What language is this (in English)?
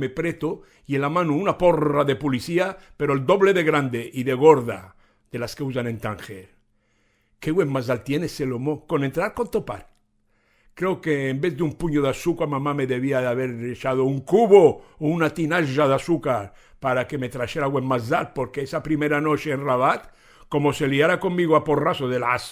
Ladino